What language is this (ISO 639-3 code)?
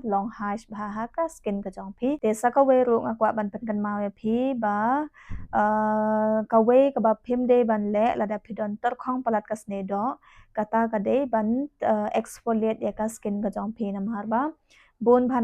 kha